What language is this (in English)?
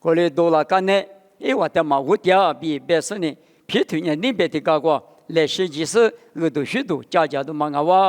Lisu